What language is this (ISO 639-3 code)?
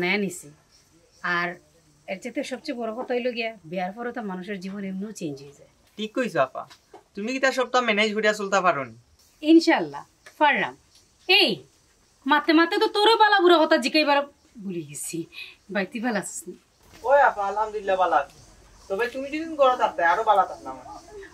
syl